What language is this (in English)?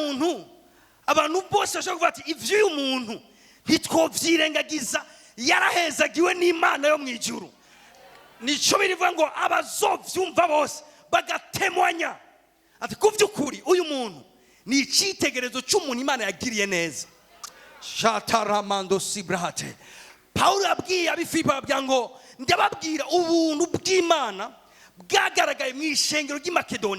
Rundi